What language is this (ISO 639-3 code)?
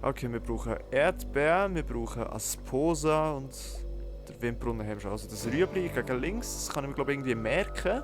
gsw